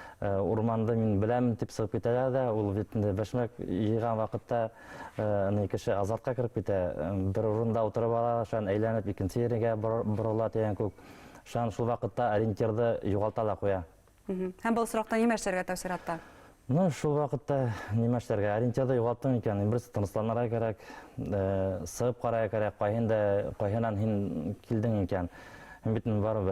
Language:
Bashkir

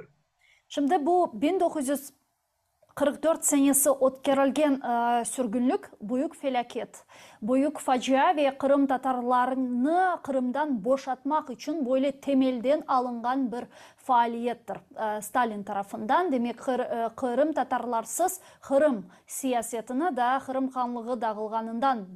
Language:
Crimean Tatar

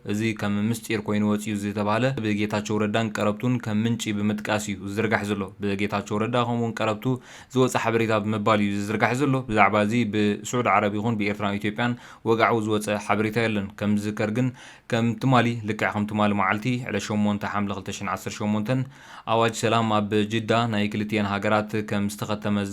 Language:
Tigrinya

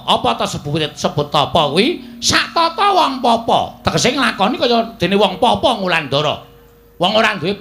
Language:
Javanese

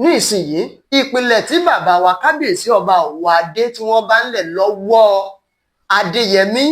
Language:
Yoruba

